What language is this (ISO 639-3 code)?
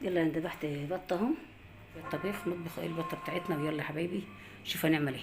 arz